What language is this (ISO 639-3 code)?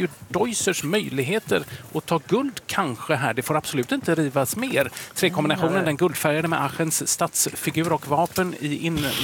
swe